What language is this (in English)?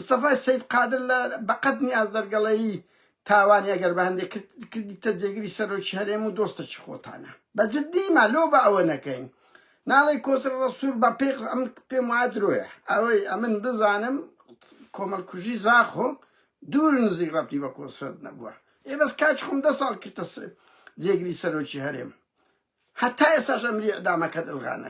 Central Kurdish